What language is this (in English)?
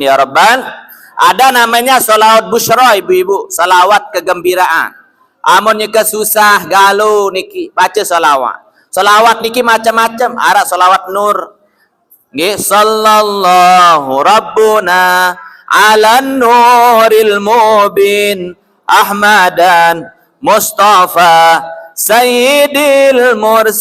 Sasak